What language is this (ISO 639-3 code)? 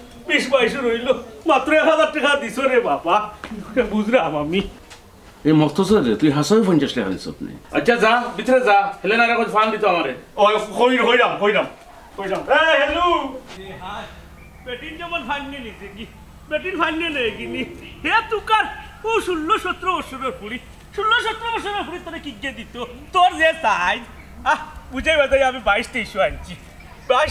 syl